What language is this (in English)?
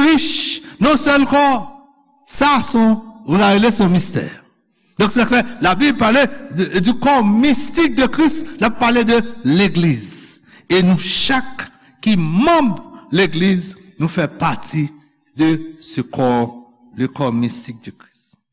Haitian Creole